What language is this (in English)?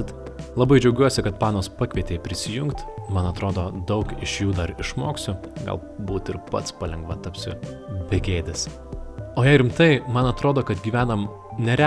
Lithuanian